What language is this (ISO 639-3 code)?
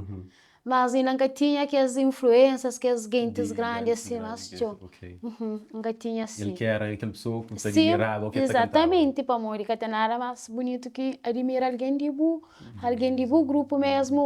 kea